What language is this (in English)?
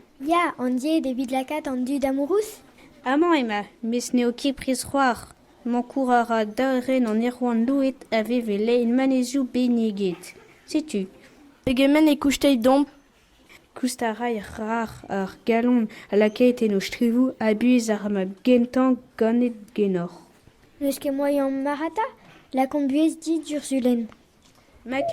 Breton